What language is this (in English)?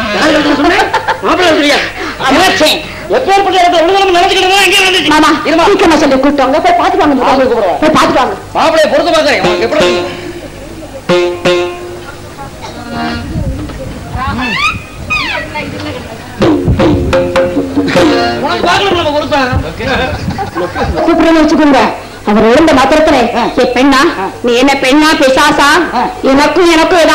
Tamil